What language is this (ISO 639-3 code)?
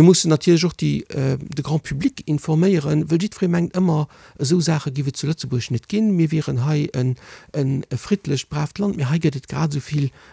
ltz